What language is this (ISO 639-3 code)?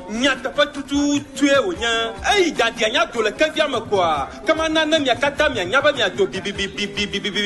ewe